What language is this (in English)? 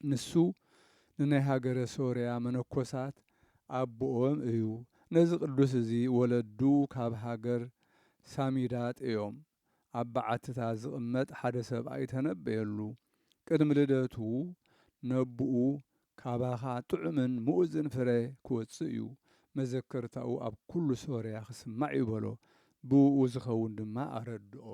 Tigrinya